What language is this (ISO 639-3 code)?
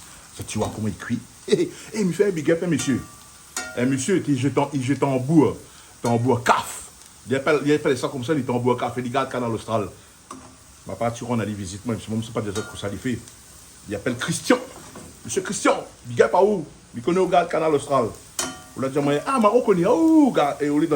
rcf